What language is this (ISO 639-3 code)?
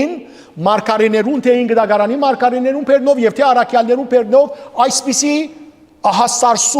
hyw